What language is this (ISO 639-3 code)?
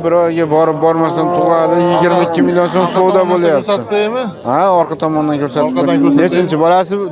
uzb